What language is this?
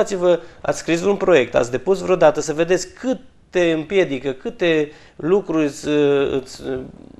Romanian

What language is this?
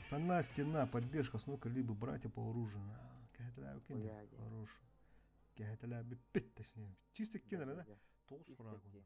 Yakut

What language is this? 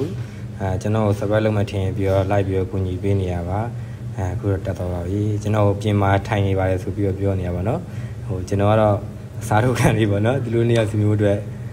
Burmese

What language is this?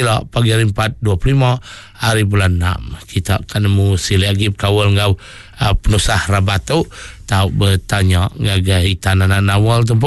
Iban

